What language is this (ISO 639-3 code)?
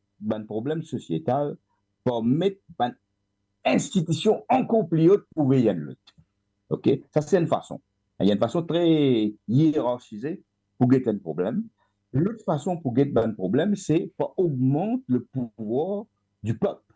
mfe